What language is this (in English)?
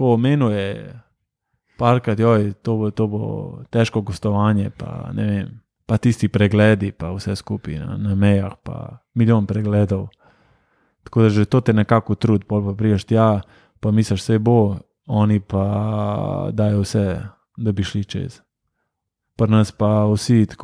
Slovenian